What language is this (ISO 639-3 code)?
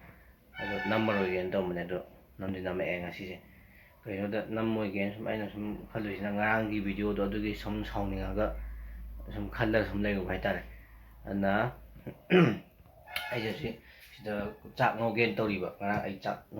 mni